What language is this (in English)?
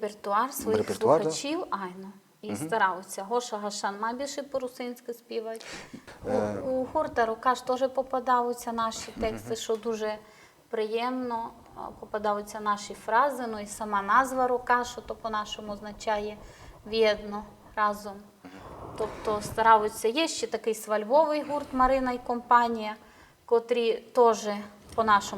Rusyn